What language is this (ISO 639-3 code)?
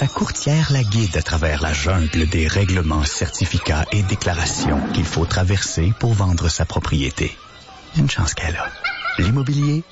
fra